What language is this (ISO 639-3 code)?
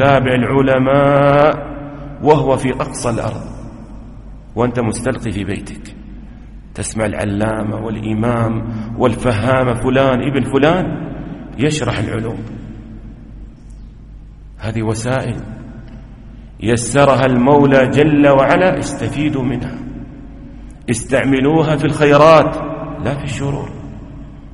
ara